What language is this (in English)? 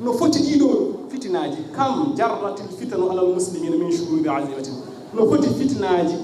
Fula